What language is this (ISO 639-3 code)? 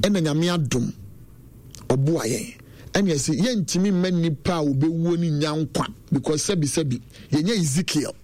aka